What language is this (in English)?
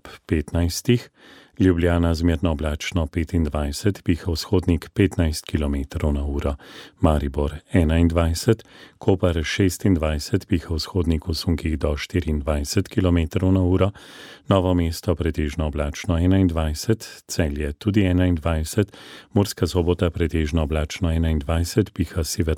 Slovenian